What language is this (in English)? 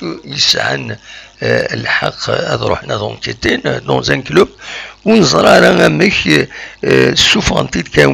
Kabyle